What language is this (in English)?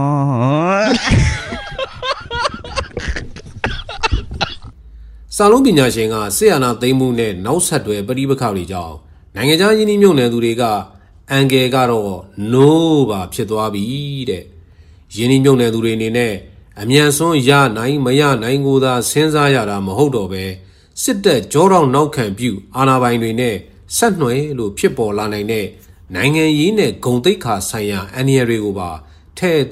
Burmese